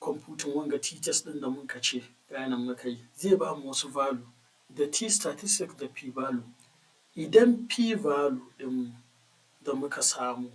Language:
Hausa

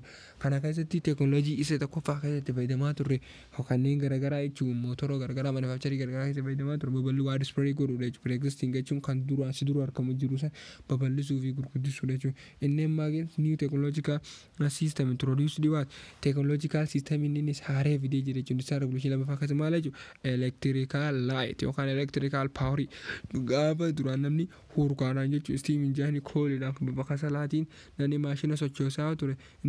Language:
Oromo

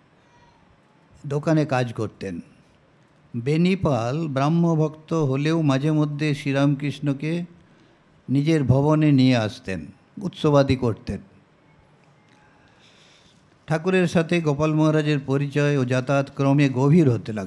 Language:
Bangla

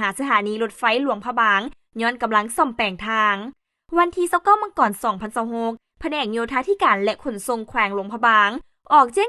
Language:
Lao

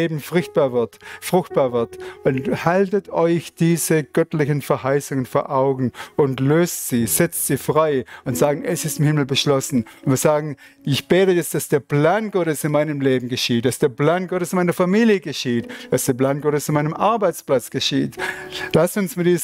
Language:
Swiss German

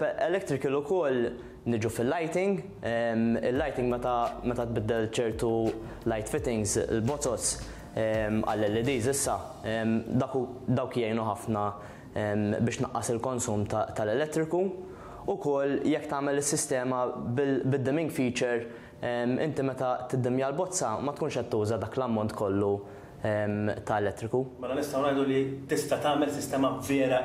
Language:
Maltese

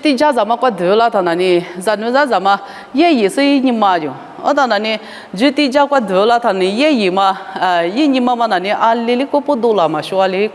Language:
Lisu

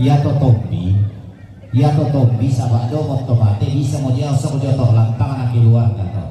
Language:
Toraja-Sa'dan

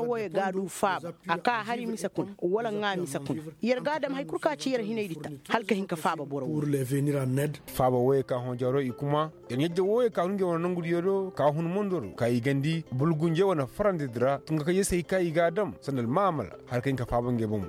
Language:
Koyraboro Senni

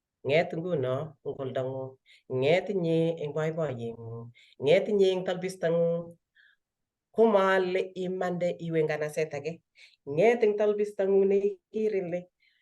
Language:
Kalenjin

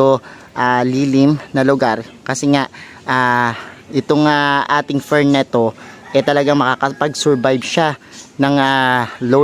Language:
Filipino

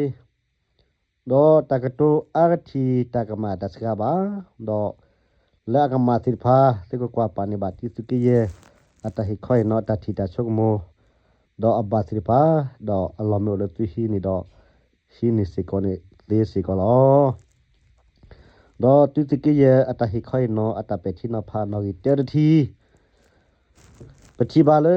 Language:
S'gaw Karen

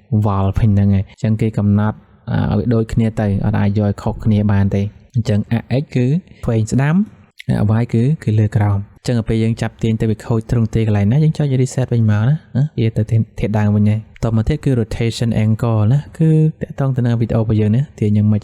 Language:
Khmer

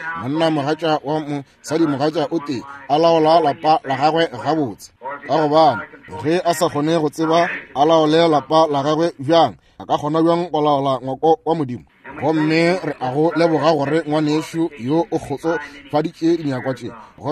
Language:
Northern Sotho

